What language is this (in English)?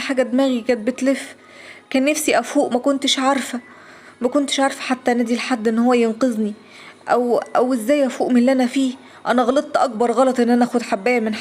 Egyptian Arabic